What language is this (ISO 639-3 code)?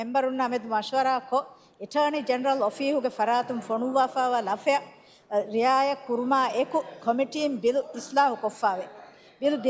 div